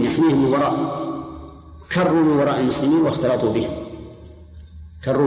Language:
Arabic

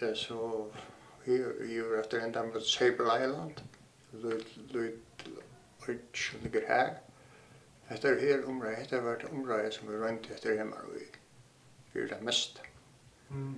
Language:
Faroese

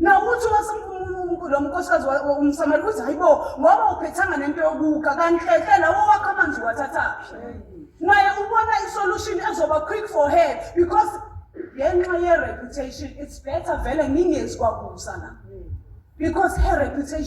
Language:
Zulu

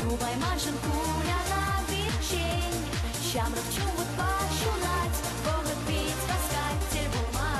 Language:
Chuvash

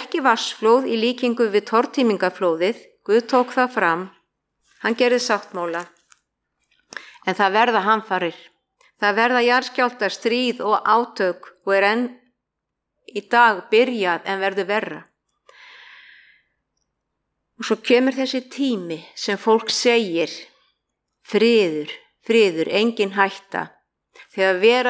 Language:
Icelandic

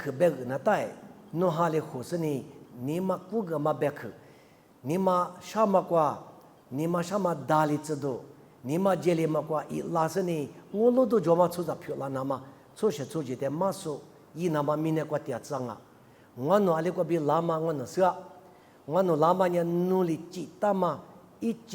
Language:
Lisu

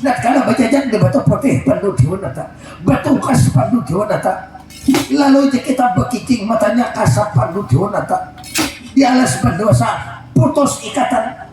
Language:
Banjar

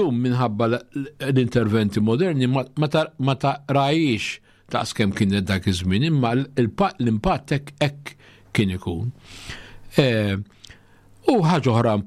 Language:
Maltese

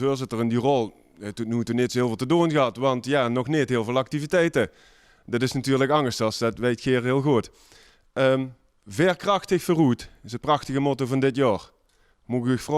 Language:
Limburgish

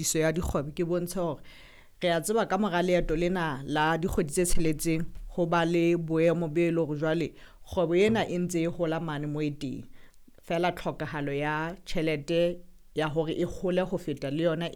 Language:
Southern Sotho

